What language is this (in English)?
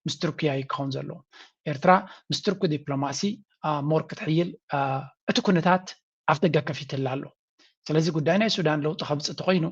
Tigrinya